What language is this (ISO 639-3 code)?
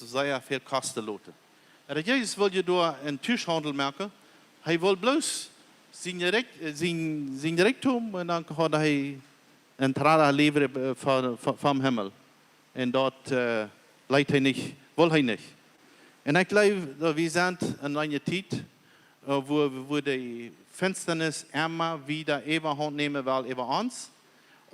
pdt